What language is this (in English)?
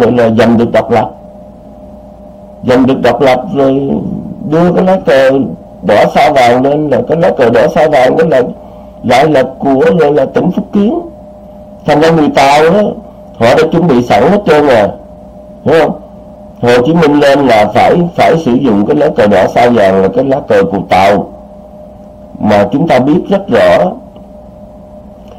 Vietnamese